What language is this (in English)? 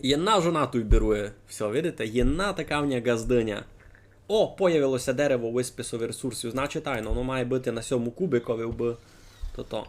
Rusyn